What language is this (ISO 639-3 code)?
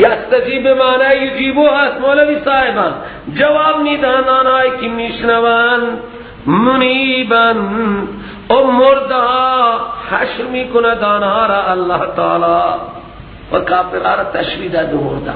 fas